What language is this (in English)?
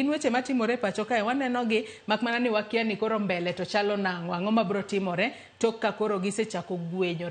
Luo (Kenya and Tanzania)